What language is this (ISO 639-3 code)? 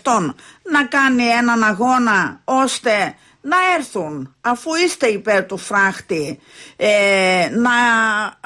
ell